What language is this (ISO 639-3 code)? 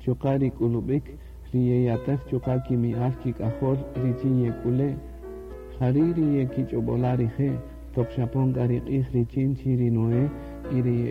cak